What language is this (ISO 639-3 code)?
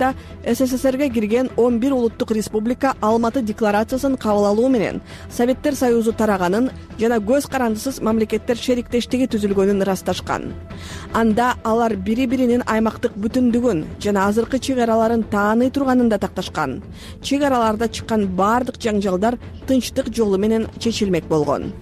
kir